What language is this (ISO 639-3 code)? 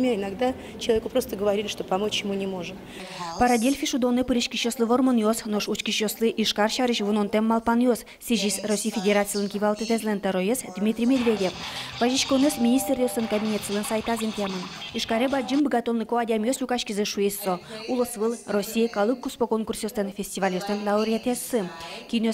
udm